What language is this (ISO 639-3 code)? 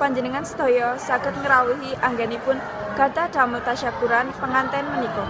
jav